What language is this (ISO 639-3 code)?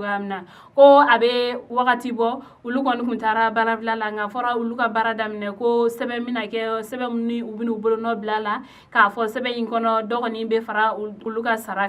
bam